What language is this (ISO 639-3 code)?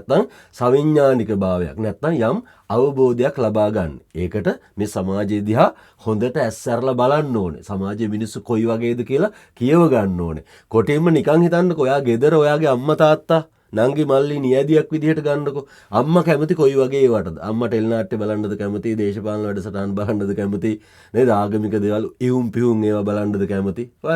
sin